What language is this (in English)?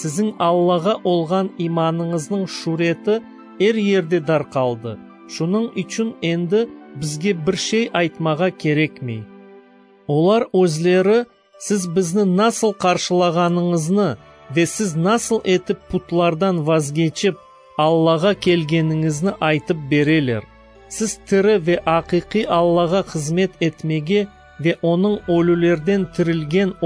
Crimean Tatar